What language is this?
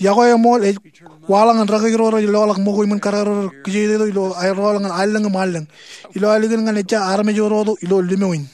Marshallese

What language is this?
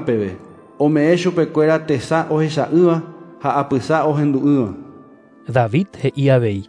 Guarani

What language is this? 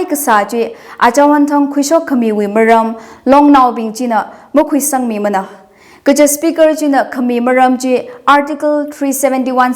Tangkhul Naga (India)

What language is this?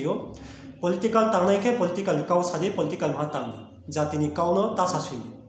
Riang (India)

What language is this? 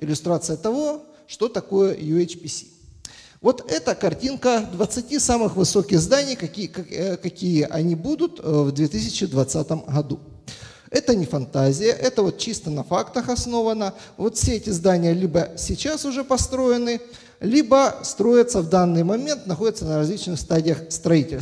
Russian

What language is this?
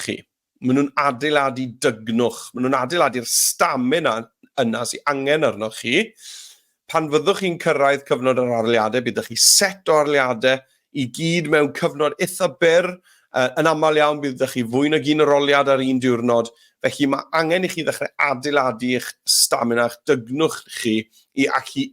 Welsh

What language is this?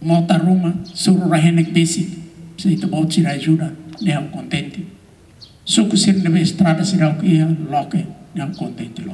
Tetum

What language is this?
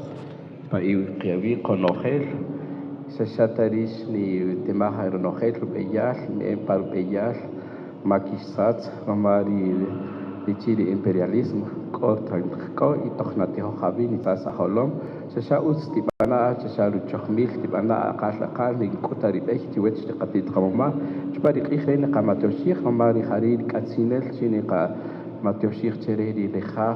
Kaqchikel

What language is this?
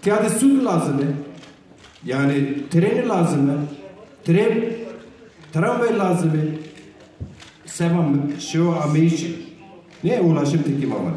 Zaza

